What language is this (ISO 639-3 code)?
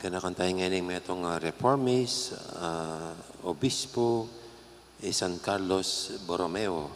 pam